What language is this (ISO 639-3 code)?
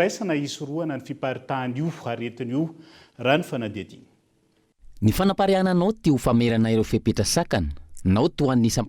mlg